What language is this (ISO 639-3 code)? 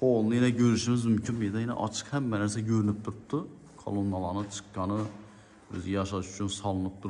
uzb